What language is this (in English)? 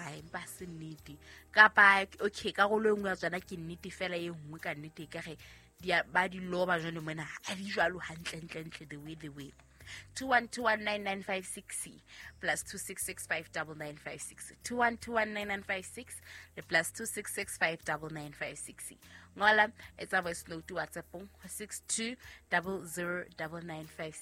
Southern Sotho